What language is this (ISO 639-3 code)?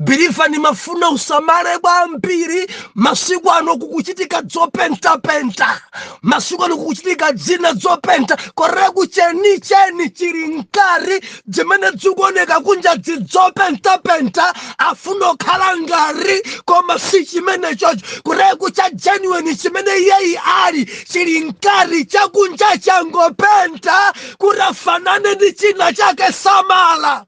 nya